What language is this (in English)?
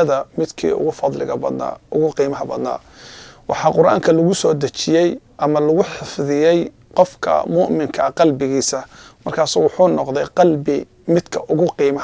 Somali